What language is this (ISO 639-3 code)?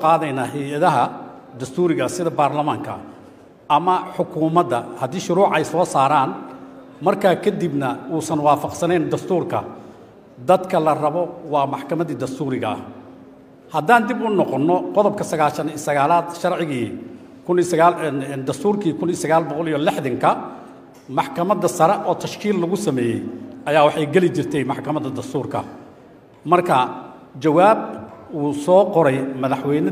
som